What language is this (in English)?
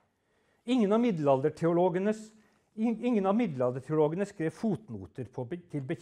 Norwegian